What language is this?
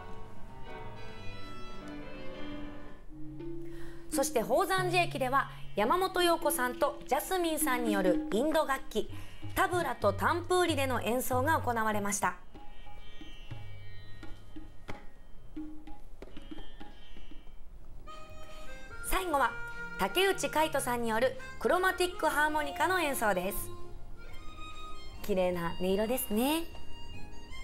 Japanese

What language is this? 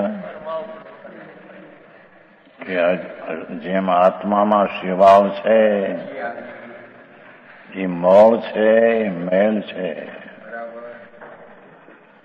Gujarati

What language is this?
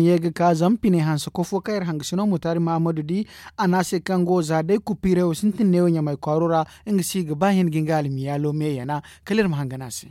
Zarma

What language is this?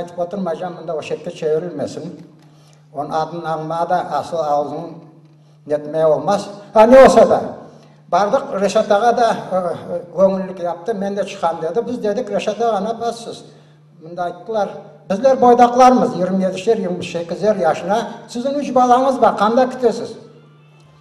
Crimean Tatar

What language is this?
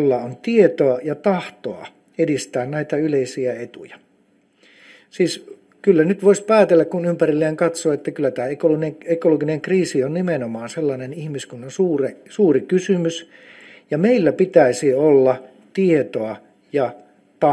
Finnish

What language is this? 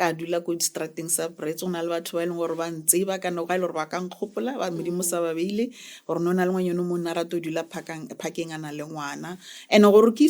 Northern Sotho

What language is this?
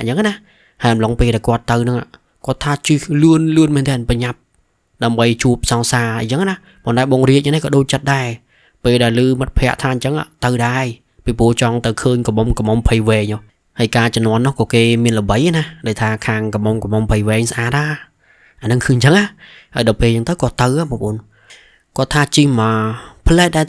Khmer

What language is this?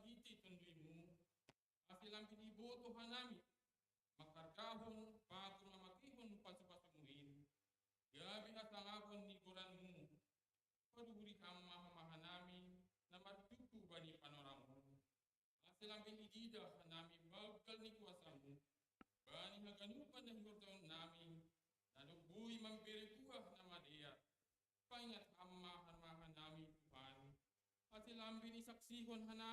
Batak Simalungun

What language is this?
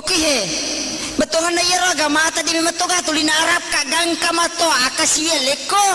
Buginese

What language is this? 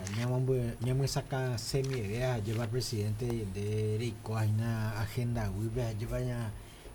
Guarani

